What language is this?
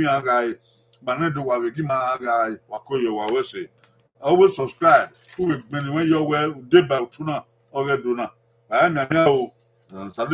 Bini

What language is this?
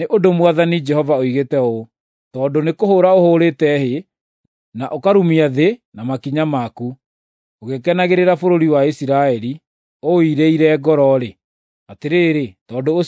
Kikuyu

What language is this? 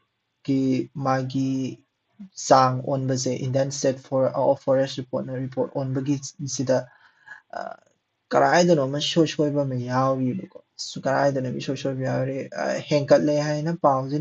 Manipuri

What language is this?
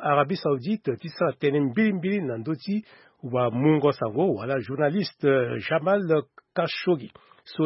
Sango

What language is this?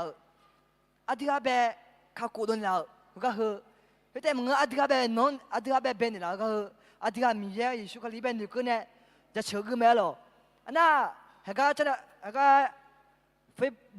Akha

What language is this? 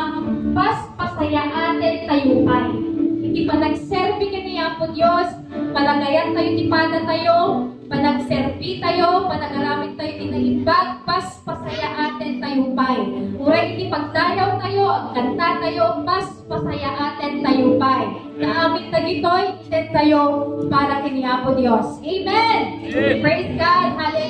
Iloko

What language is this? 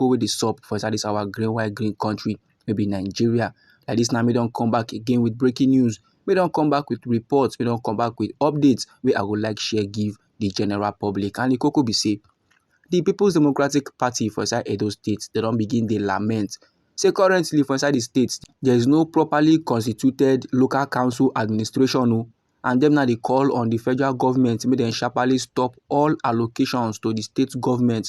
Nigerian Pidgin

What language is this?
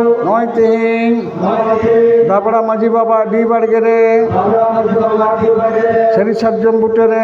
Santali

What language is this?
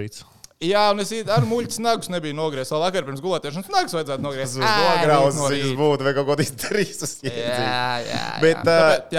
Latvian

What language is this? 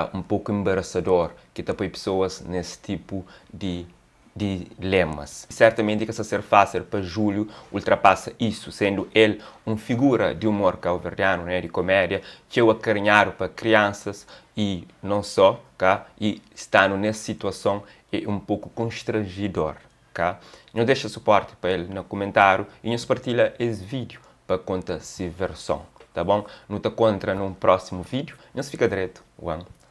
Kabuverdianu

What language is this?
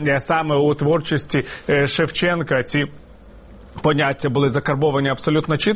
Ukrainian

